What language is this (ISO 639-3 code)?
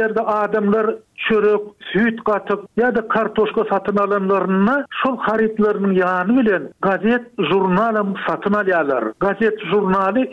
tuk